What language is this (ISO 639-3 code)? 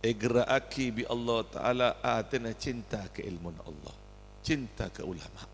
mad